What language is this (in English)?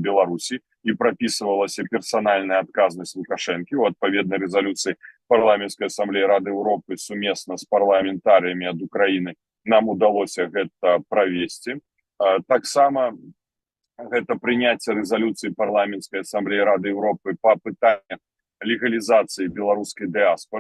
Belarusian